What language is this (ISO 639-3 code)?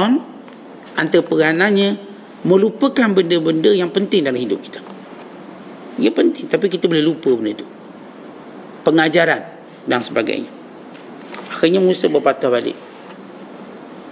msa